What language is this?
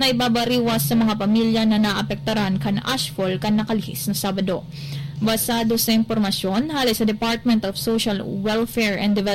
Bikol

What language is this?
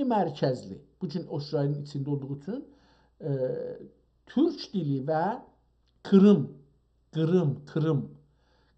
South Azerbaijani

